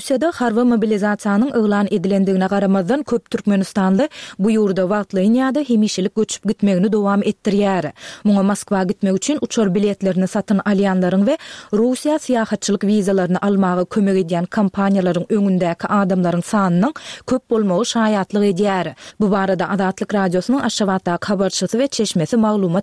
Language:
Turkmen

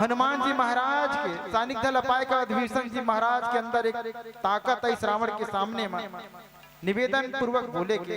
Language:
Chhattisgarhi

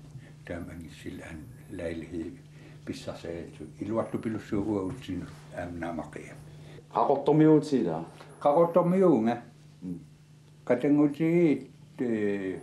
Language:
Kalaallisut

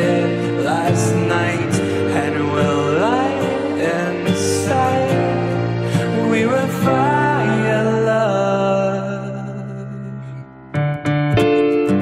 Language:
Bulgarian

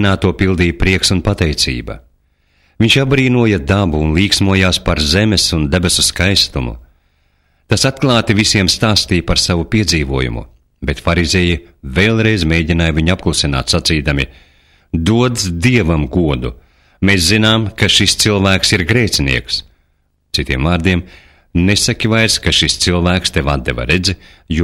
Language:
Latvian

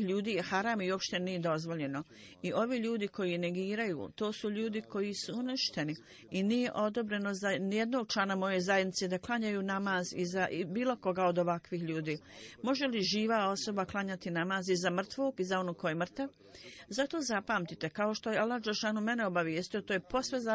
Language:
Bosnian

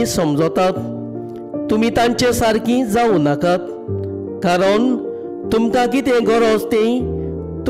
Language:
Konkani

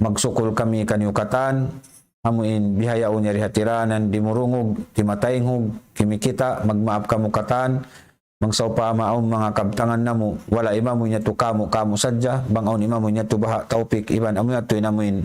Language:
Tausug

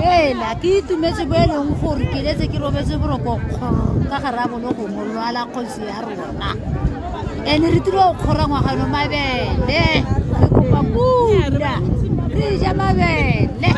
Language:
Tswana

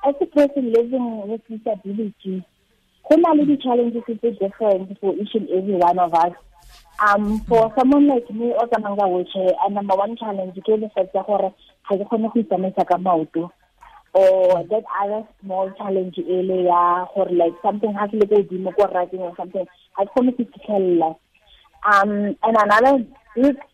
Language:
Tswana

